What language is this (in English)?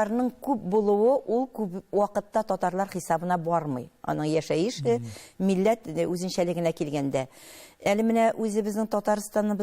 Tatar